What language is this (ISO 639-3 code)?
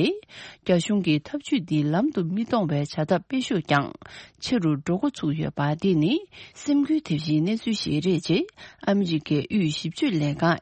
bod